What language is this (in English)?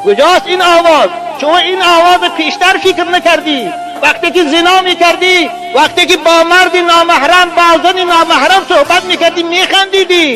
Tajik